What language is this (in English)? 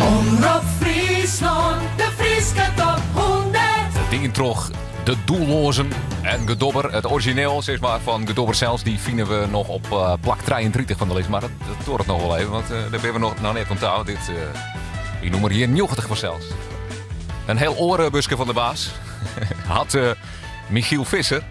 Western Frisian